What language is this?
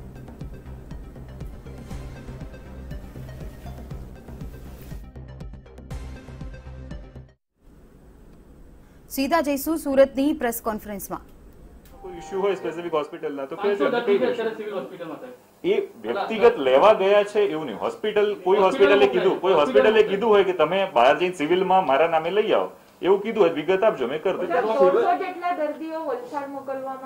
Gujarati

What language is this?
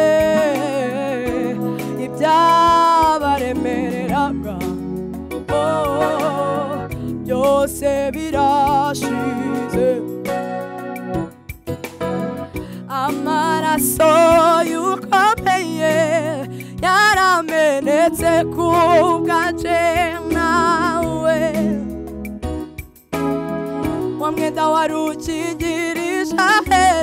Kinyarwanda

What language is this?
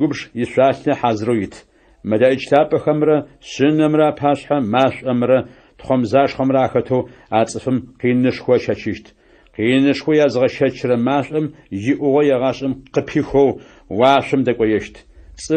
Adyghe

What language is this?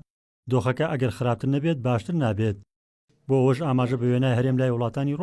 Central Kurdish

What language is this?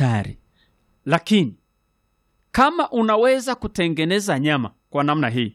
Swahili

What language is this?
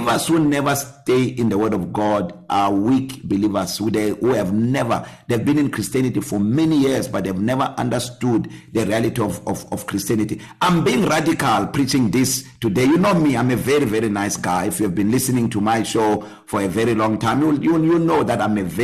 English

